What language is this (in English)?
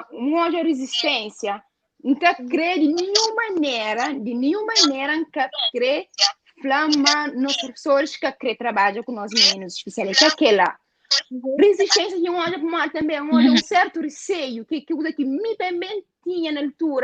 Kabuverdianu